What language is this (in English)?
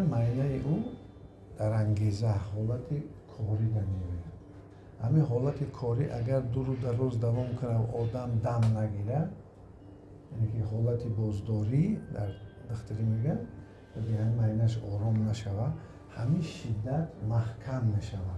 Tajik